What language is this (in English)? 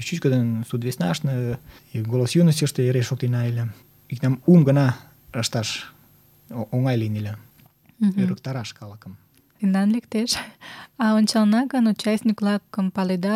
Mari